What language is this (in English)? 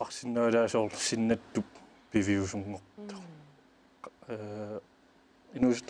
Kalaallisut